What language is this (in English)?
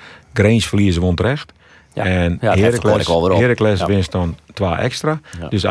Western Frisian